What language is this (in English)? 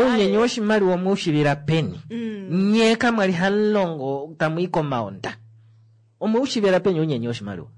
Kuanyama